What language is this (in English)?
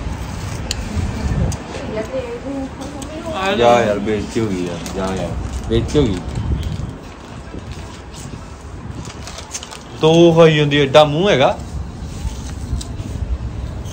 Punjabi